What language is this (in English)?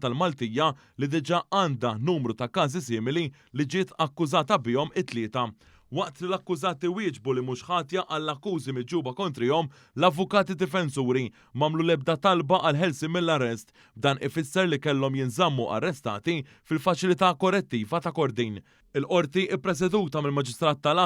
Maltese